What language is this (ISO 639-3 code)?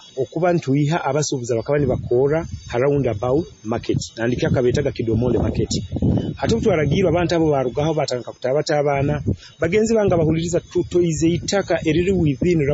nyo